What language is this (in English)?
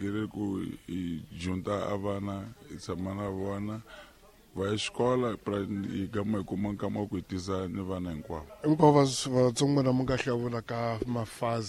Tsonga